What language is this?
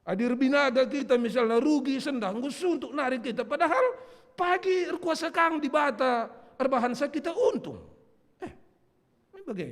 Batak Karo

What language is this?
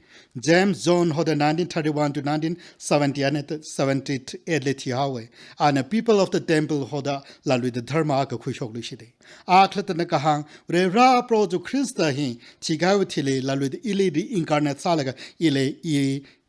Tangkhul Naga (India)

